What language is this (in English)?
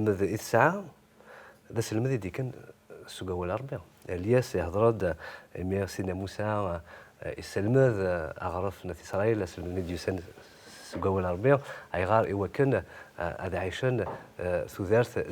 Kabyle